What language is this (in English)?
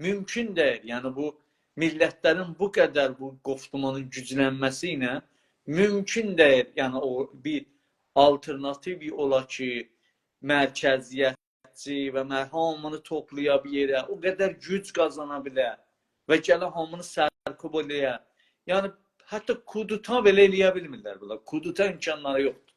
South Azerbaijani